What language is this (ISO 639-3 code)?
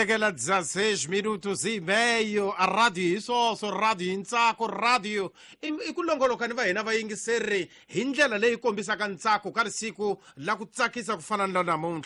tso